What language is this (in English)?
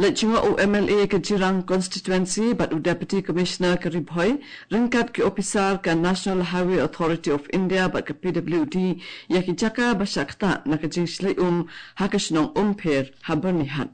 Khasi